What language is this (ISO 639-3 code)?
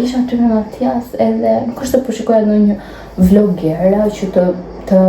sqi